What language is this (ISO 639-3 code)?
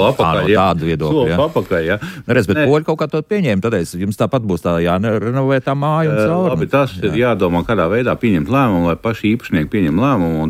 lav